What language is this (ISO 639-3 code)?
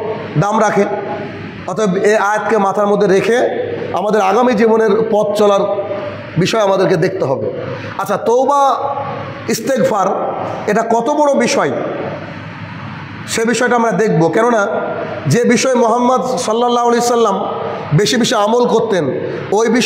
ben